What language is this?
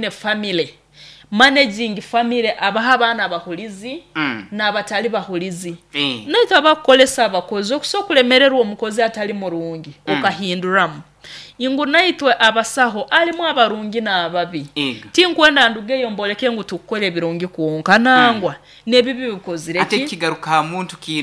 Nyoro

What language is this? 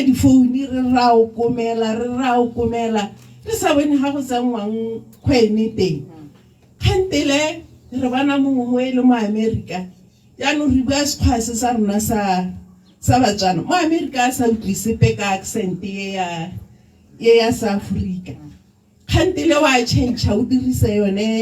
Tswana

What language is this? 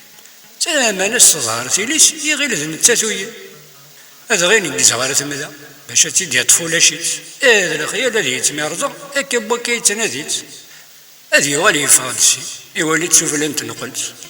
Kabyle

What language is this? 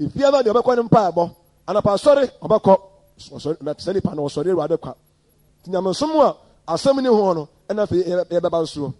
Akan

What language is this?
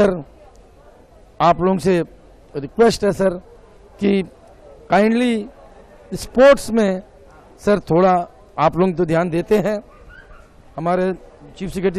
Hindi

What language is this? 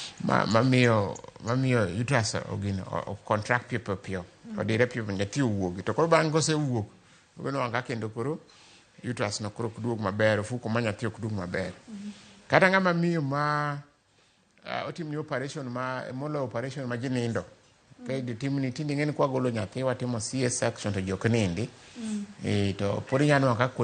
Luo (Kenya and Tanzania)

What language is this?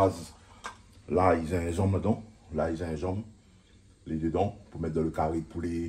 Réunion Creole French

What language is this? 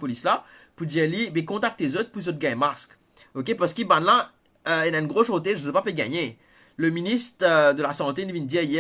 Morisyen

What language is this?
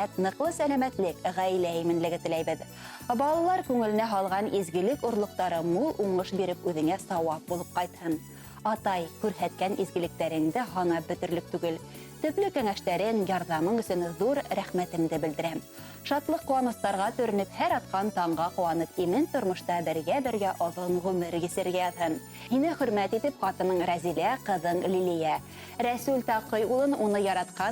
Bashkir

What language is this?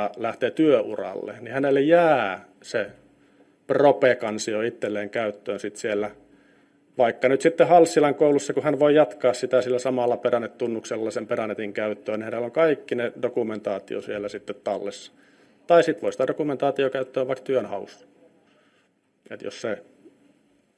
Finnish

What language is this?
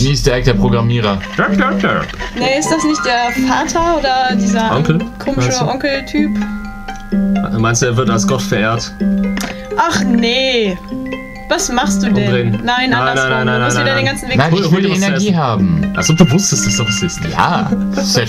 German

